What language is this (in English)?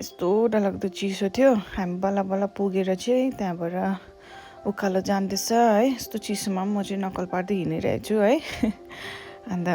Nepali